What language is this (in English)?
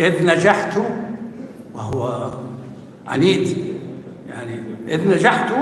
North Levantine Arabic